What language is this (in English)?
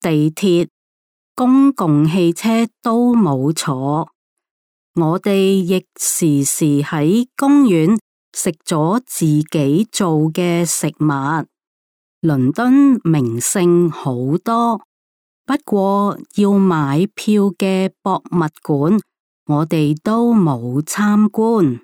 Cantonese